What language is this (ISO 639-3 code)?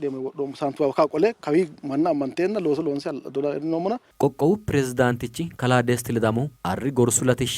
sid